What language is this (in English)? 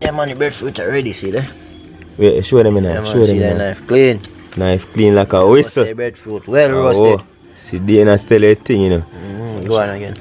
Jamaican Creole English